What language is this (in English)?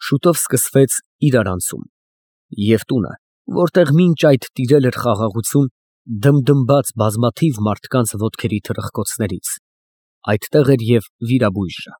Armenian